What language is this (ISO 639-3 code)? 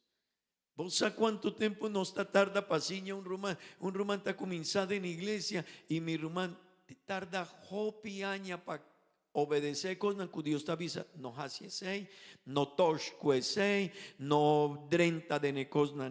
pap